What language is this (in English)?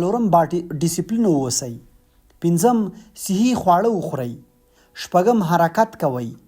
Pashto